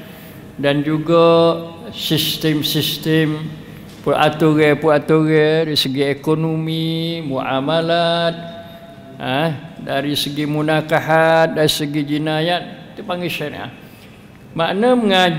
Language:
Malay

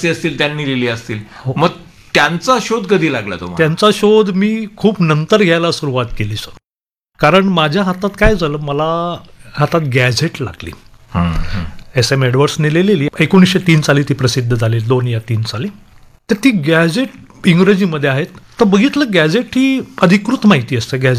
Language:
Marathi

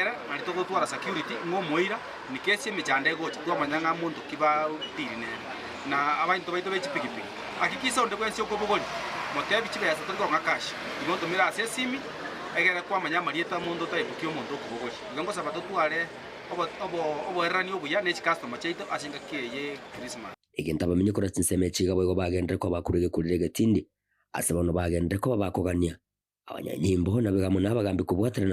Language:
Gusii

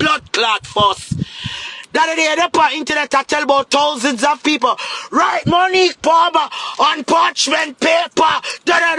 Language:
Jamaican Creole English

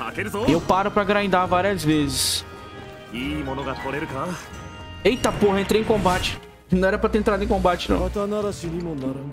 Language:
Portuguese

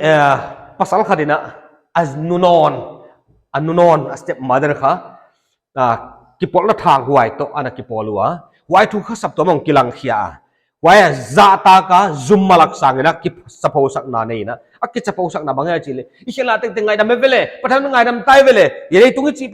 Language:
Paite Chin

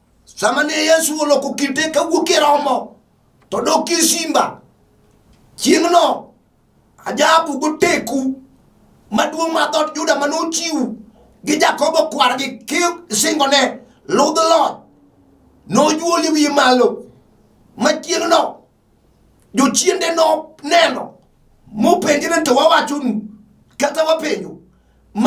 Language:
Luo (Kenya and Tanzania)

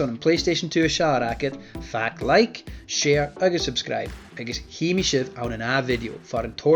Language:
Scottish Gaelic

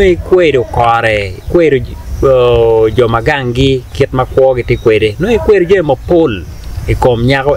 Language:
Acoli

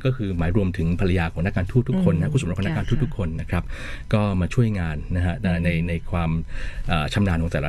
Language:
Thai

